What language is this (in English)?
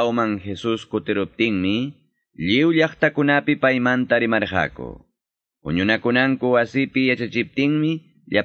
Quechua